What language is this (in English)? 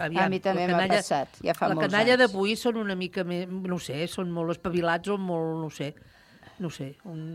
Catalan